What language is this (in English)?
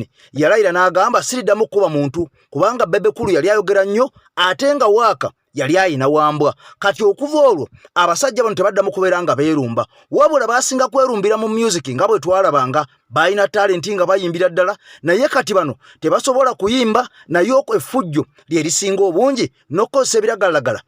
Ganda